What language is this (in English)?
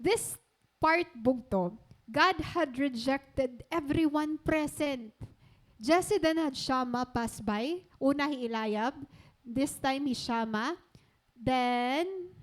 Waray